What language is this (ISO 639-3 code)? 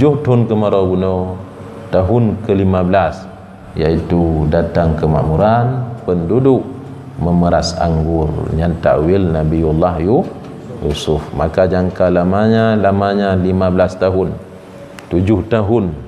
ace